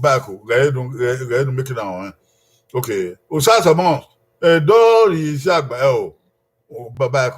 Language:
Bini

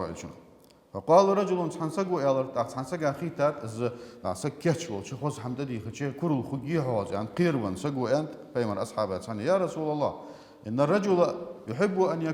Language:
Ingush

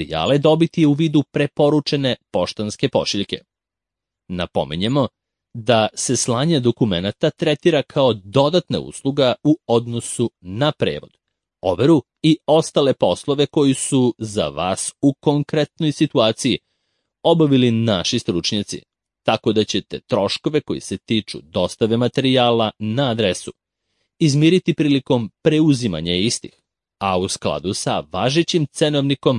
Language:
Serbian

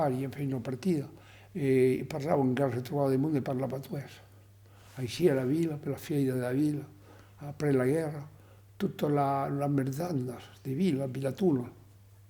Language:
Occitan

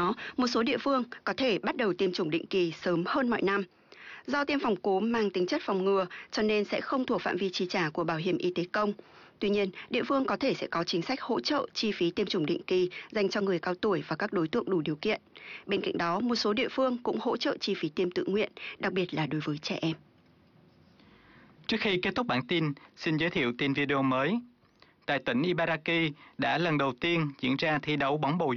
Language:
Vietnamese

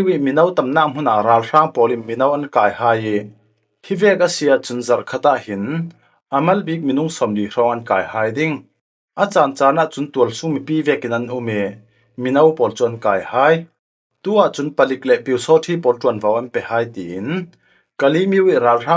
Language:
Falam Chin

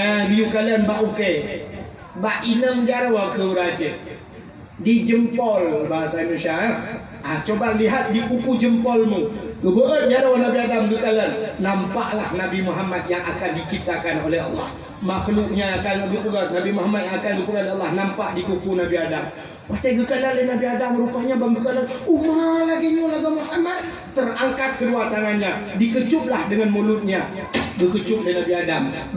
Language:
Achinese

